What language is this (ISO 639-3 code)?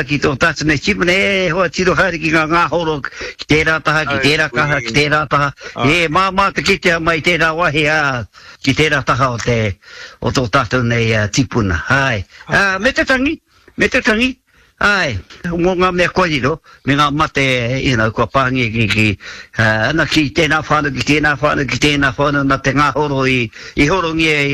mri